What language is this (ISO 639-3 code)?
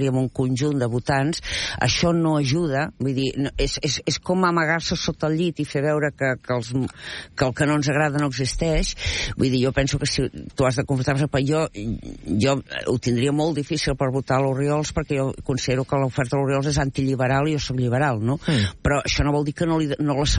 cat